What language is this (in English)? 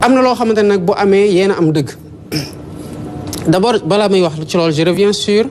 Wolof